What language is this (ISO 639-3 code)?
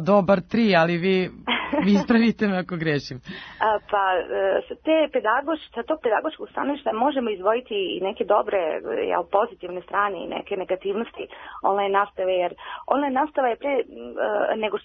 srp